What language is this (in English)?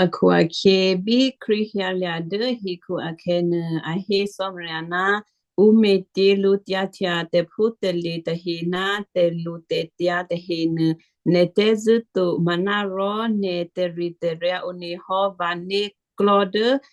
Western Kayah